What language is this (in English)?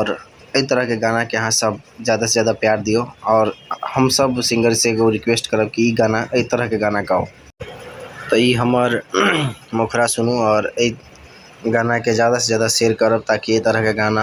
Maithili